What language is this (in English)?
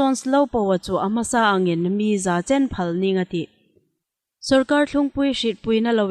Hmar